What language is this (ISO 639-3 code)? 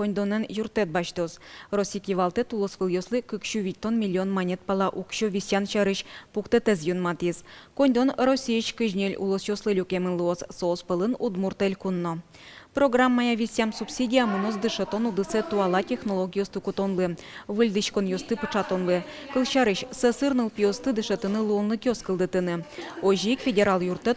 udm